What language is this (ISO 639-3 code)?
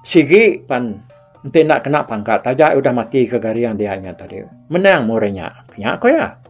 iba